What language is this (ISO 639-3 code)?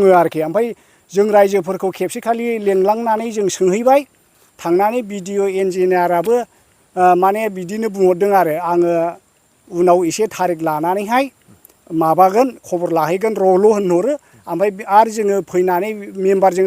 brx